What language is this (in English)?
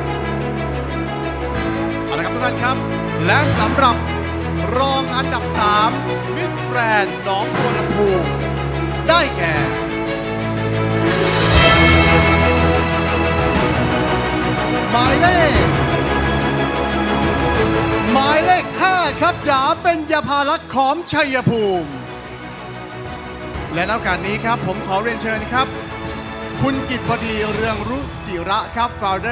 Thai